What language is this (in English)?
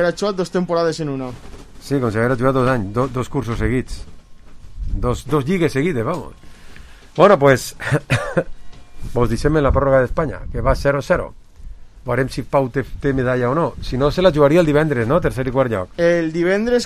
Catalan